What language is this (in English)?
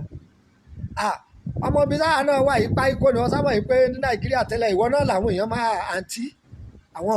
Yoruba